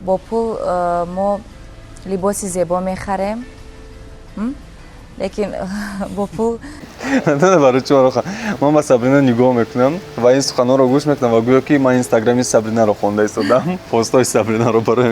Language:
Tajik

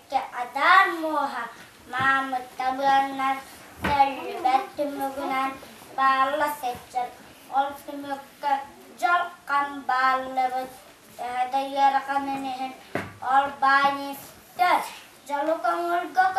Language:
Yakut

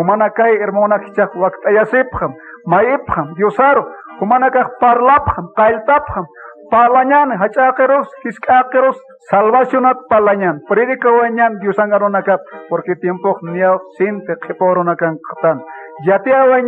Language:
Aymara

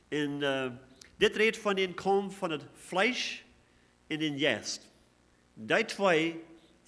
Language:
Plautdietsch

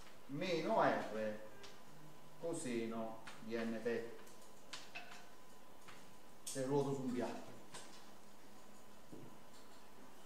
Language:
Italian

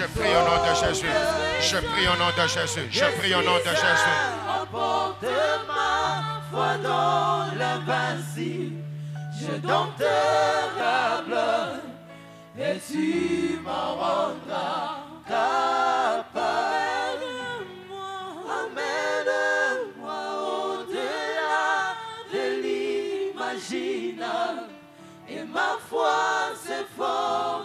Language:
French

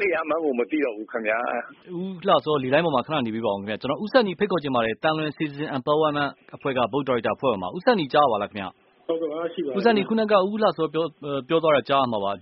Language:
Burmese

